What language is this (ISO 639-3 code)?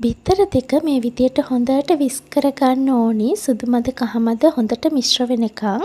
sin